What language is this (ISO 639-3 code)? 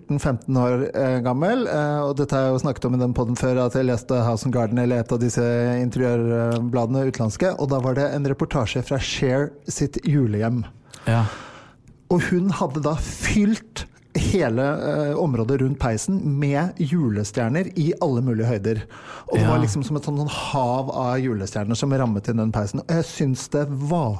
nor